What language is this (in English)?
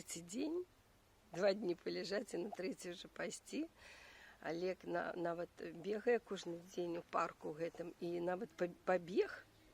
Belarusian